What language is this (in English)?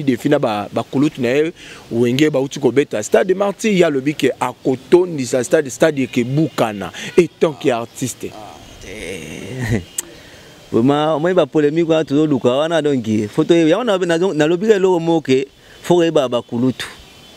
Lingala